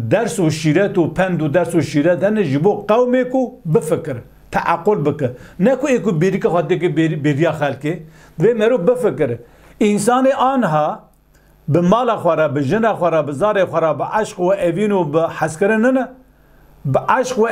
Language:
Kurdish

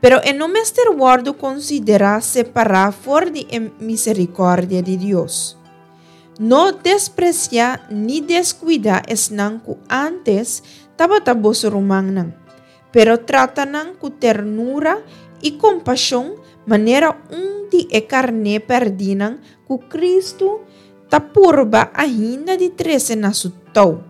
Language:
Papiamento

